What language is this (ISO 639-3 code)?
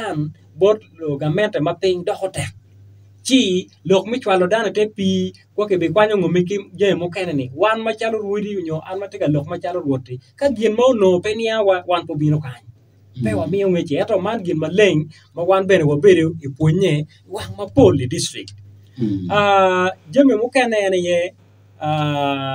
ach